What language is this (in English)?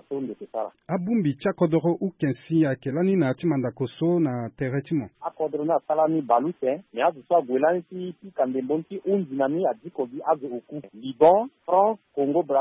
Sango